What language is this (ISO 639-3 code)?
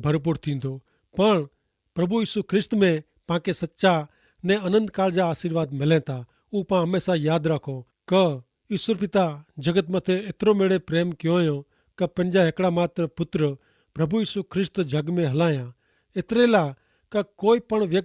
kfr